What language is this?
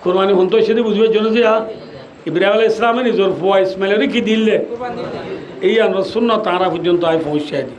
Rohingya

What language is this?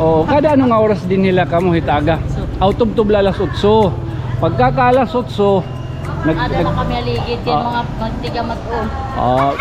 Waray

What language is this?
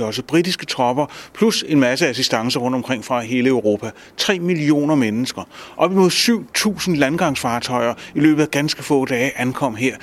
Danish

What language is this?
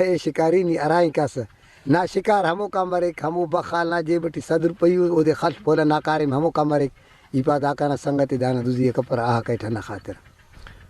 Brahui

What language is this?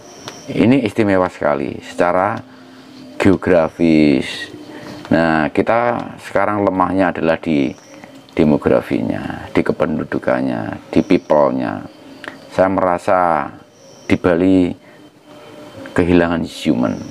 Indonesian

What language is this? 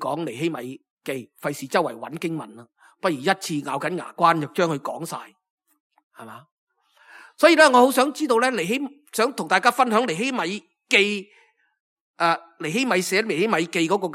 Cantonese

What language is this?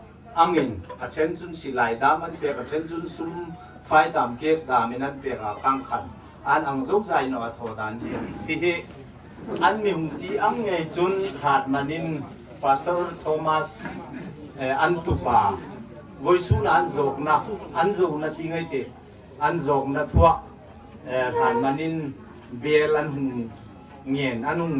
Hmar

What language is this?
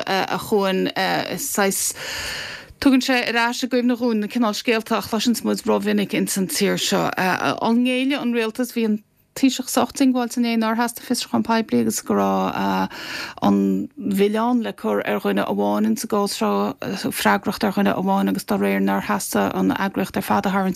Irish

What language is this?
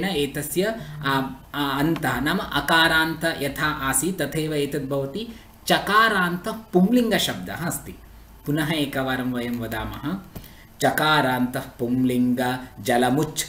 Sanskrit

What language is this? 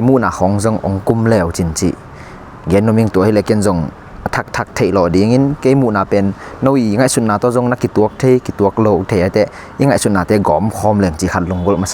Tedim Chin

